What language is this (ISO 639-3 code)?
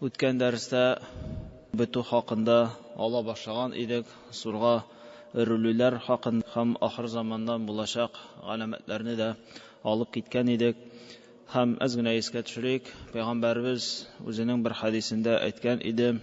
tat